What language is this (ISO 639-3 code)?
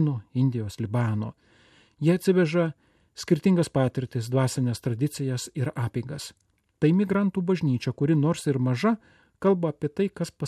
lit